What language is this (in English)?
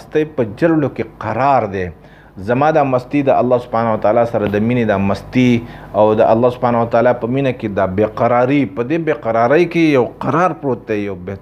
Pashto